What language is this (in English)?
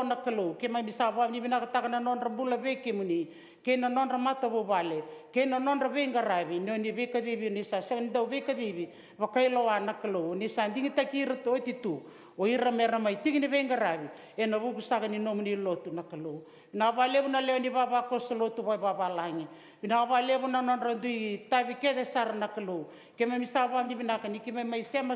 Fijian